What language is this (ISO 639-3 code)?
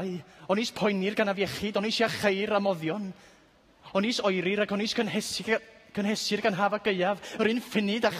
cym